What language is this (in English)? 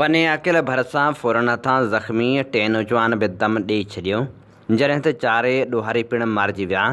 Sindhi